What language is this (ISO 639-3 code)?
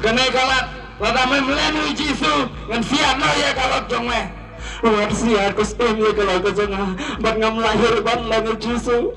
kha